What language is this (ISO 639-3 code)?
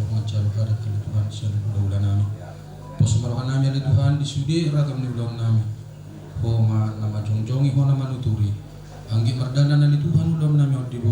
bbc